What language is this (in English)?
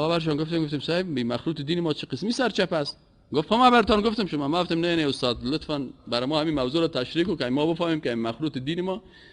Persian